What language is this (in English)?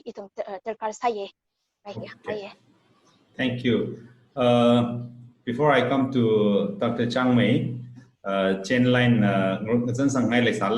Tangkhul Naga (India)